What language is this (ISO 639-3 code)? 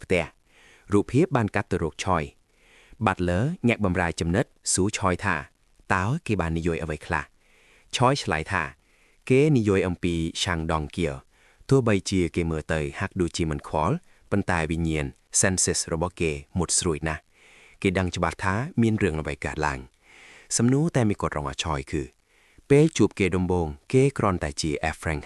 khm